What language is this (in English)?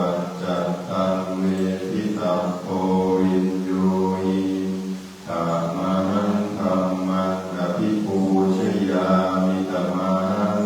Pali